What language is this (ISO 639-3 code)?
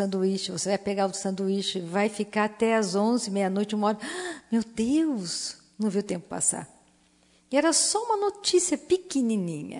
por